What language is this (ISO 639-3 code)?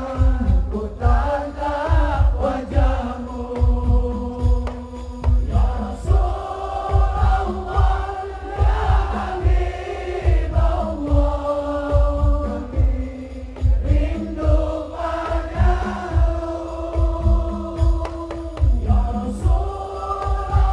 ind